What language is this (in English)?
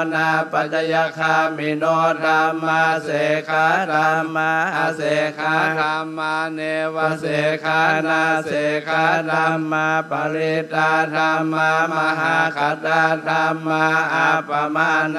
Pali